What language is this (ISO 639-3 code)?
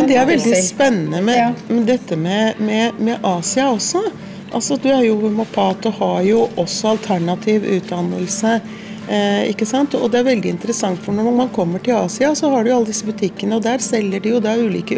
nor